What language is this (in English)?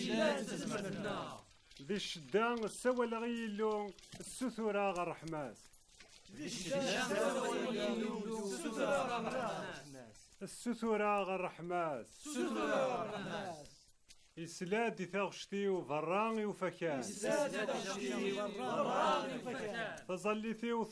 Kabyle